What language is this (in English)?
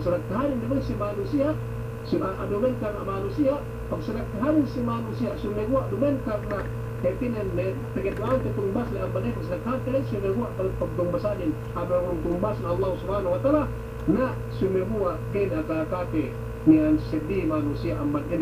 Yakan